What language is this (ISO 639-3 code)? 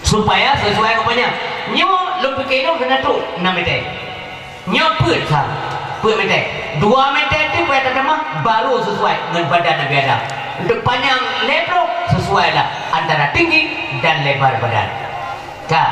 ace